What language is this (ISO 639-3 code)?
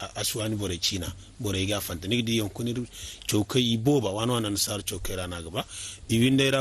dje